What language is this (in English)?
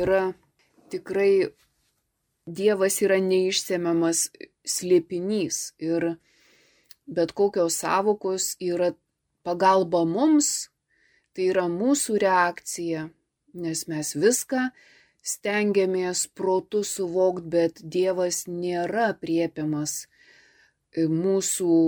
Lithuanian